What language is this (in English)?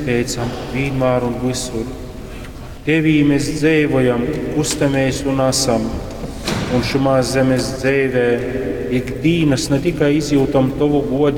Latgalian